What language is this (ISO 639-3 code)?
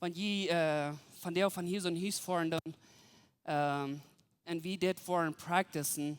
pdt